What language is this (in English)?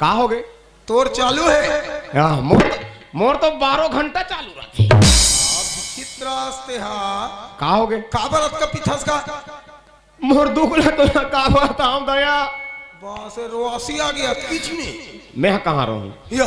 Chhattisgarhi